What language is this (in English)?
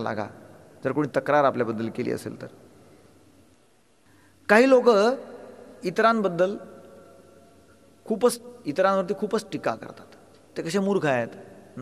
Marathi